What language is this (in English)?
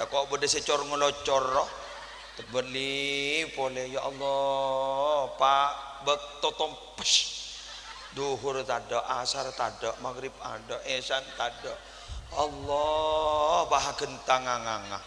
Madurese